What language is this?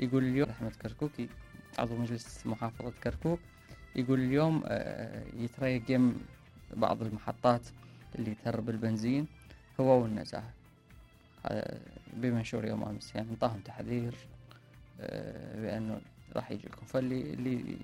Mesopotamian Arabic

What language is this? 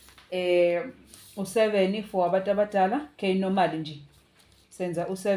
Zulu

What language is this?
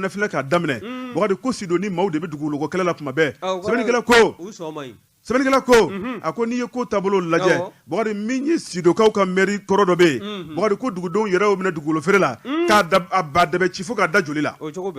Bambara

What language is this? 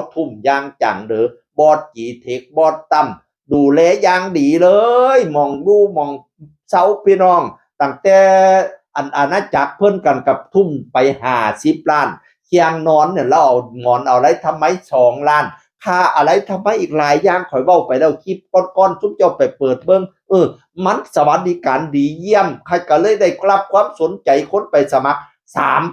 Northeastern Thai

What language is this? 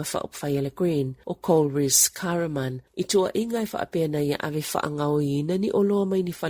Samoan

